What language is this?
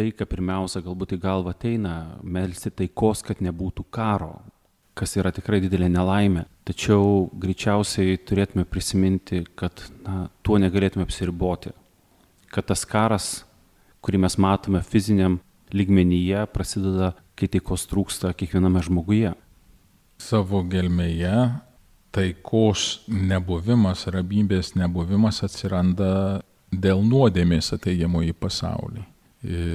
Lithuanian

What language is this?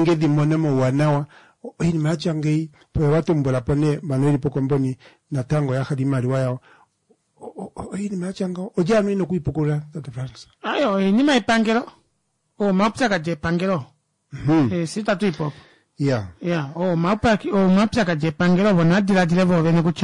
Kuanyama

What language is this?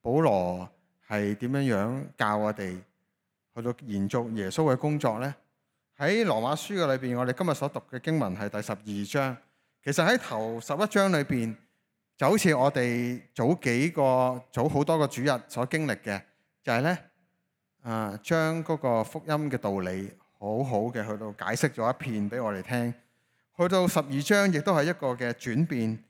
Cantonese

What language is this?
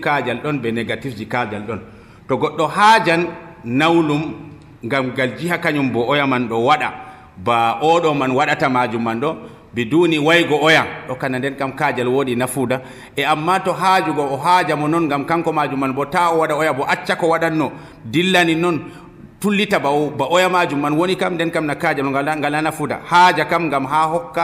Nigerian Fulfulde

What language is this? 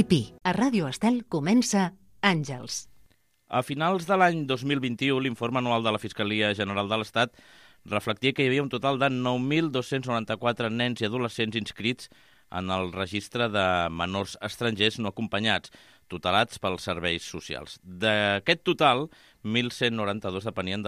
Catalan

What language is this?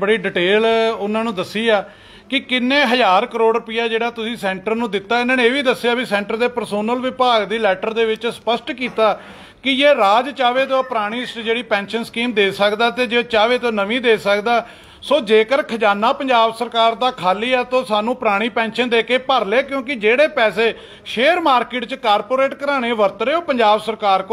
Punjabi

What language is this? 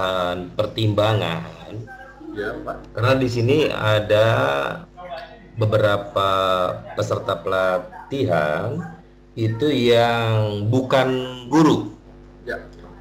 Indonesian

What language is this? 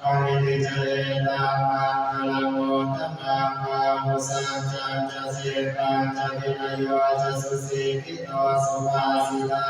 Pali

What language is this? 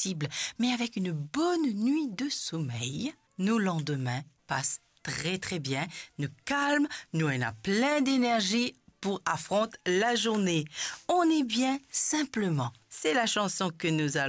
Morisyen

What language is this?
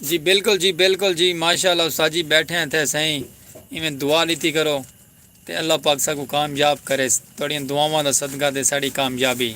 Saraiki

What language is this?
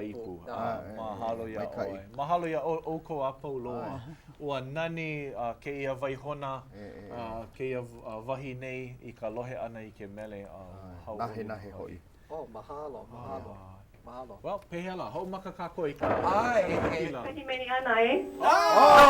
Hawaiian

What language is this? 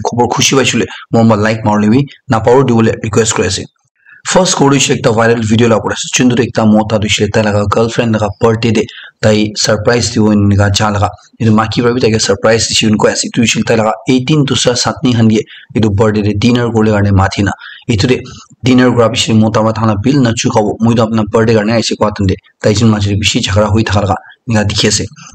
Naga Pidgin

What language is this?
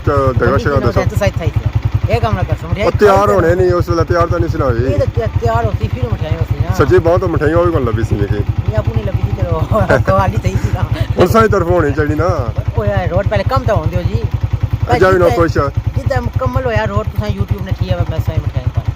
Pahari-Potwari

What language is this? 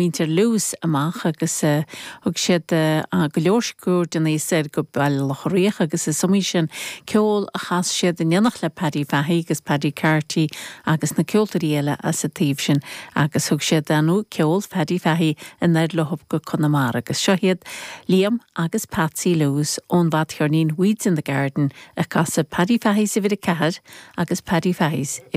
Irish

